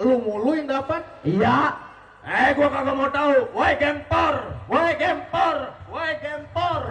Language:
Betawi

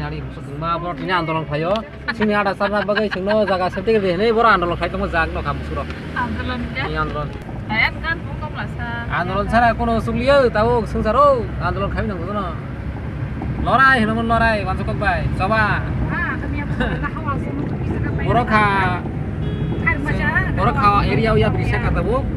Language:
Kok Borok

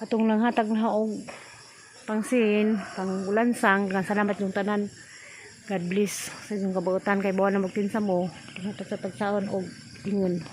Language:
Cebuano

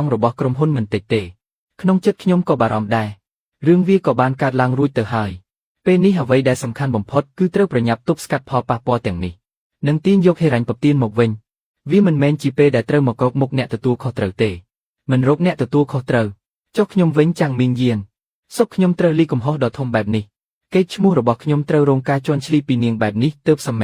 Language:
Khmer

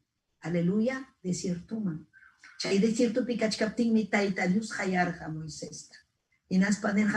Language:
Ayacucho Quechua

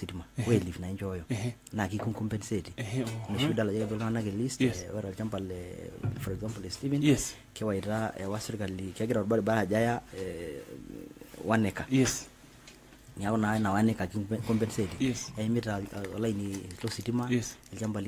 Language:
Masai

